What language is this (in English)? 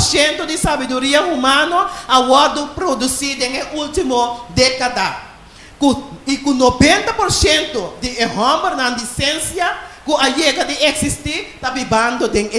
Papiamento